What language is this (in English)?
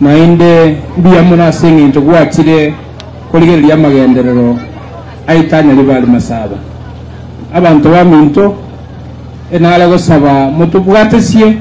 Gusii